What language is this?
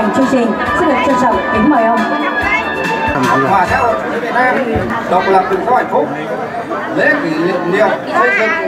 Vietnamese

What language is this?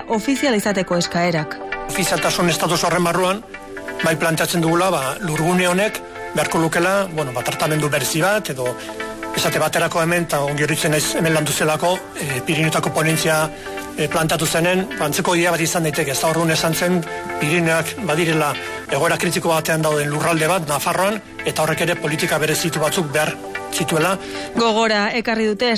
Basque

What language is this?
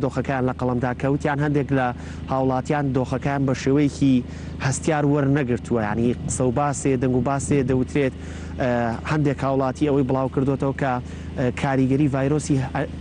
Central Kurdish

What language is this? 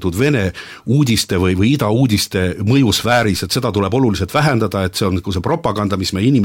Estonian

